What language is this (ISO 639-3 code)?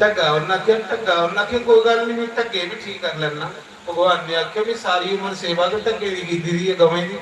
doi